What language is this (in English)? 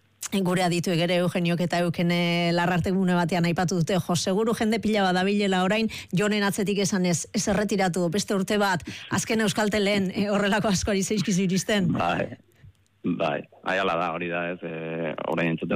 Basque